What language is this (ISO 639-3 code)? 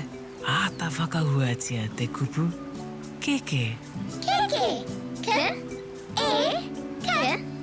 mri